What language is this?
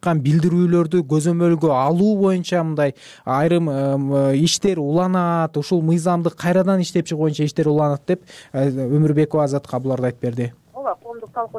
Kyrgyz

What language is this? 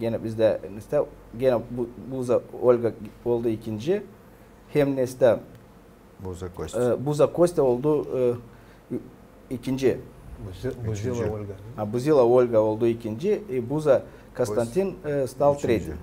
Gagauz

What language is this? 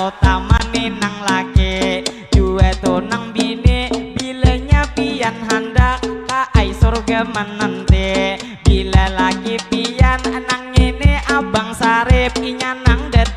Banjar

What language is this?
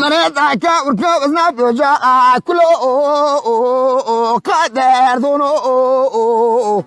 Zaza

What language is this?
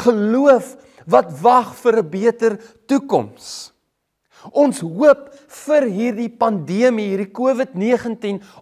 Afrikaans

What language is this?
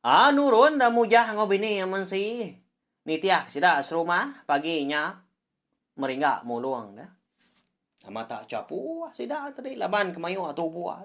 Iban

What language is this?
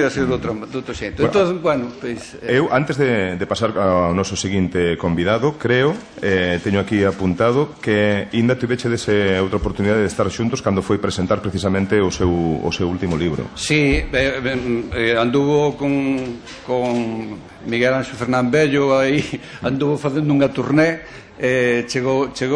Galician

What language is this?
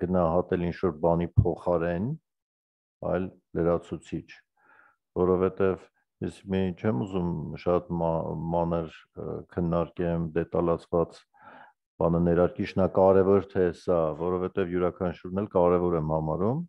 Armenian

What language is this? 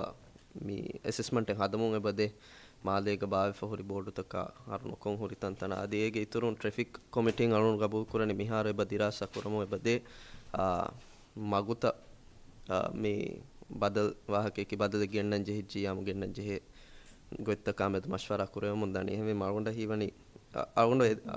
Divehi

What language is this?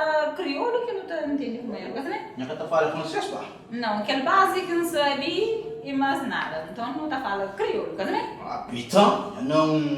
Kabuverdianu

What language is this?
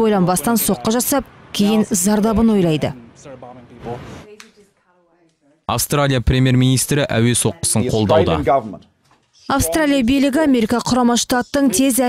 Kazakh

